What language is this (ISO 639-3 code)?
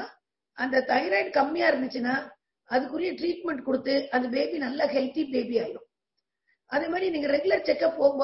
tam